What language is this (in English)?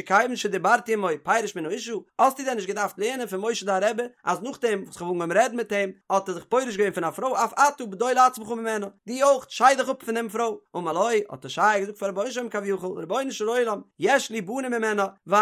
Yiddish